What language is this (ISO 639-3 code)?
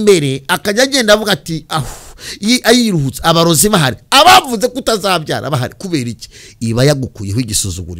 kin